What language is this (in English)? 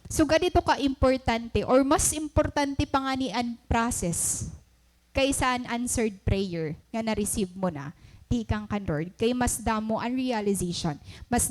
Waray